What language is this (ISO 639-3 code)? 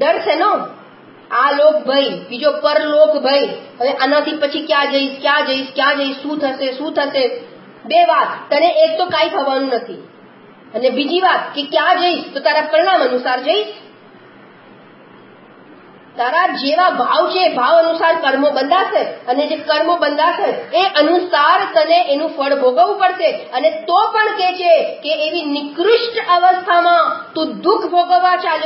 guj